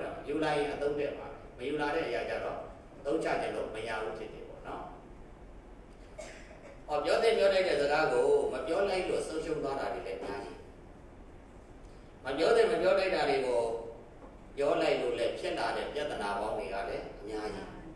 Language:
Burmese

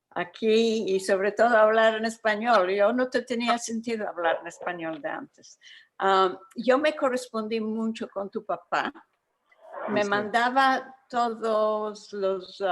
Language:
Ladino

